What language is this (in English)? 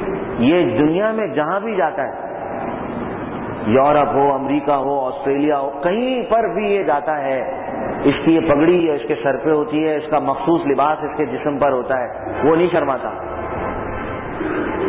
Urdu